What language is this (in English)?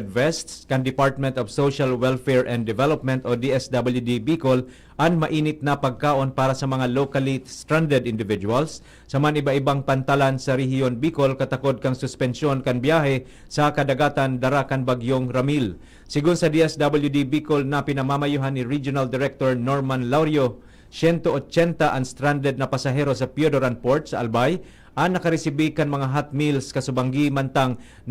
Bikol